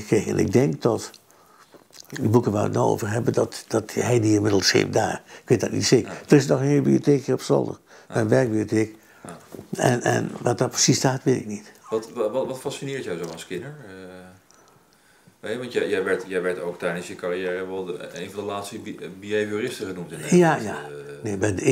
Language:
Dutch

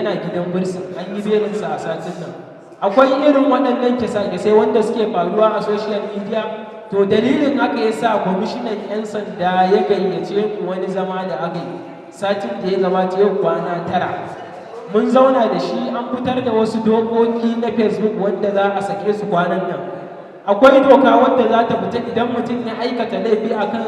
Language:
Hausa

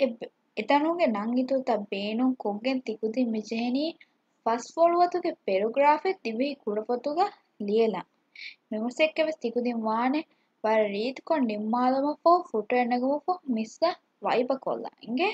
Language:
Divehi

